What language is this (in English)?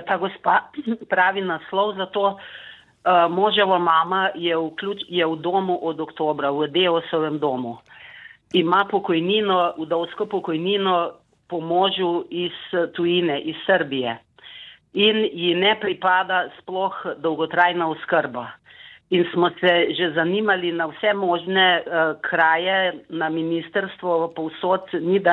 Slovenian